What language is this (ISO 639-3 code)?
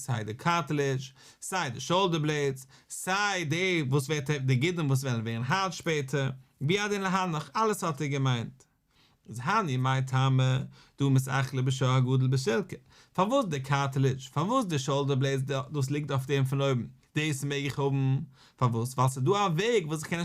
yid